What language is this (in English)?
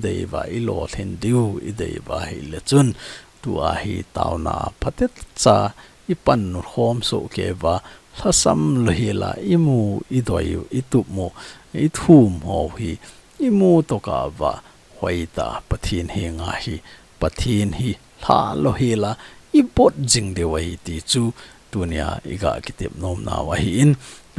Thado Chin